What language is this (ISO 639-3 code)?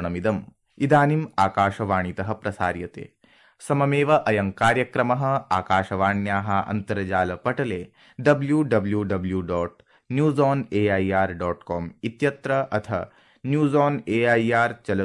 san